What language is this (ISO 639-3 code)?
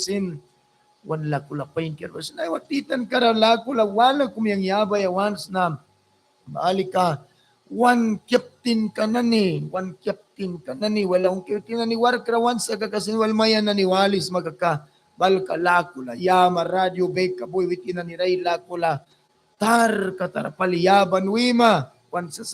miq